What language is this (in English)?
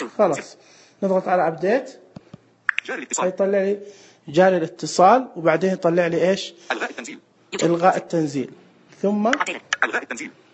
Najdi Arabic